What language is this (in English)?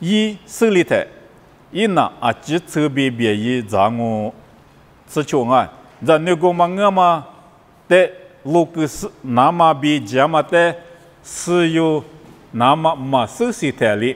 Lisu